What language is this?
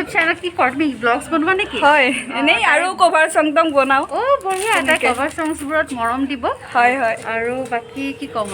Assamese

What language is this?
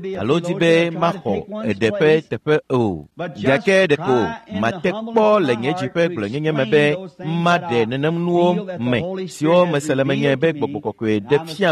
Ewe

